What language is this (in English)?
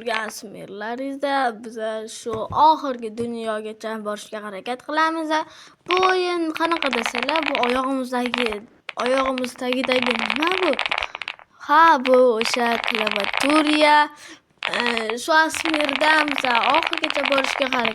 Uzbek